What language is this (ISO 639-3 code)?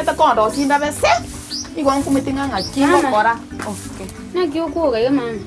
guz